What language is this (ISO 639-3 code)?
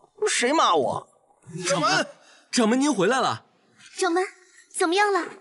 zho